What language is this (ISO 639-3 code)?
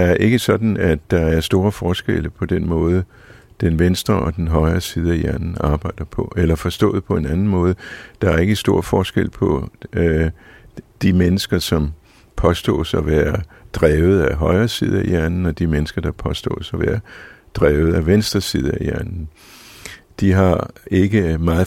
dan